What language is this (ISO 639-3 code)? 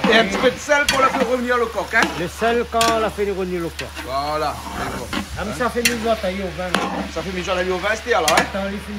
rcf